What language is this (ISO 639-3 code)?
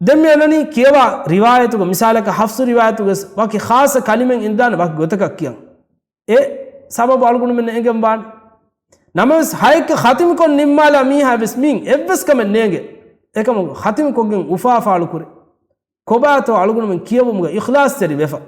div